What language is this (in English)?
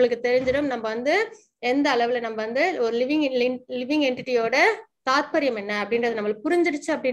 Tamil